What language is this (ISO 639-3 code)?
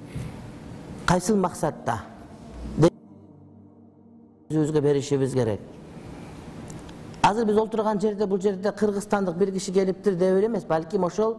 kir